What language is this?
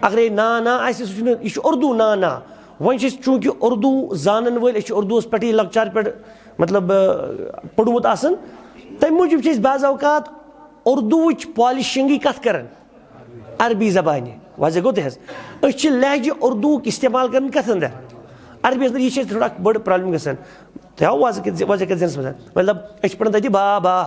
Kashmiri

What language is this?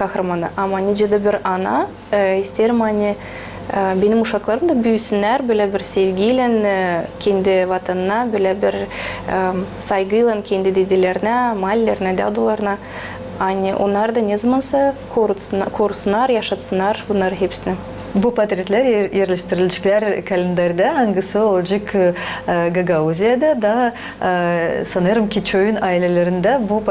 Gagauz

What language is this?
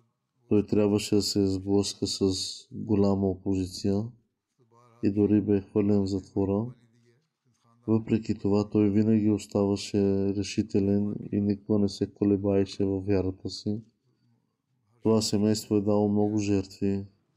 Bulgarian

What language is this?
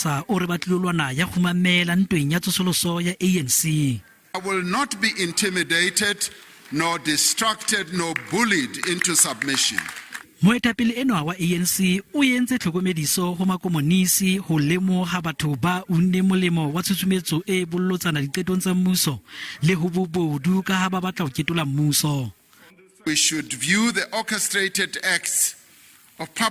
Southern Sotho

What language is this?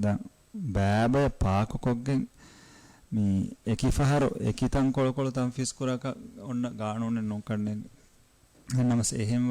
Divehi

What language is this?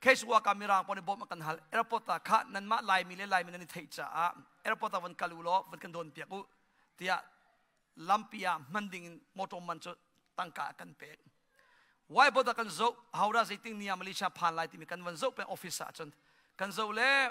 Hakha Chin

